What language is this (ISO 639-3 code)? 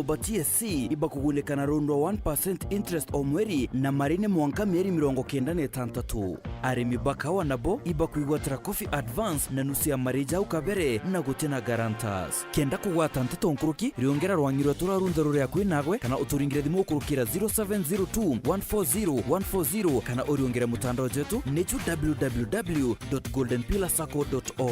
mer